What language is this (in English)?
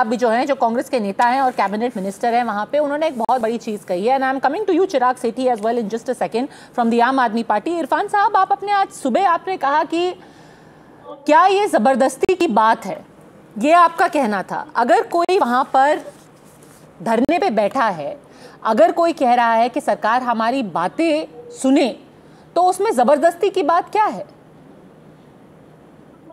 Hindi